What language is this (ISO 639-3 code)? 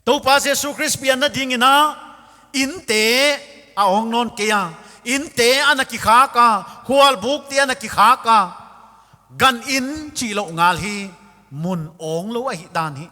pck